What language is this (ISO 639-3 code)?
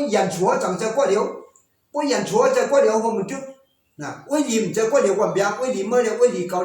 shn